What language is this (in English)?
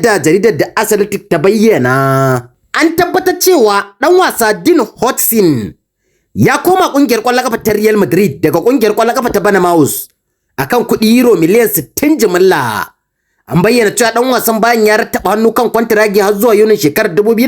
Hausa